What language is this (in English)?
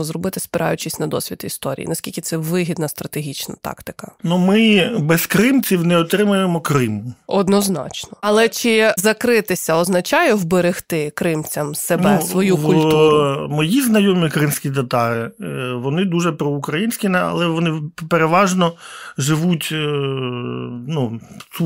Ukrainian